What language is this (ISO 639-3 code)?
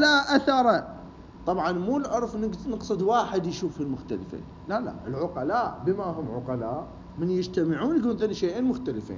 acm